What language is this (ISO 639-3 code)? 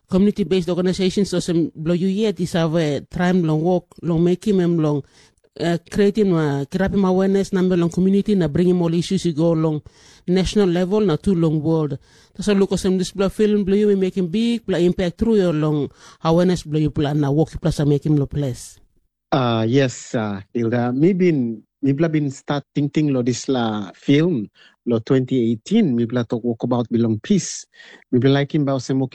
tpi